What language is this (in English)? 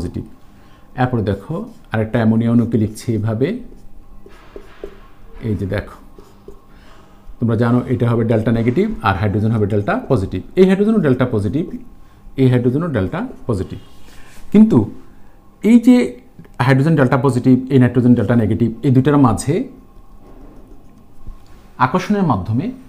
Bangla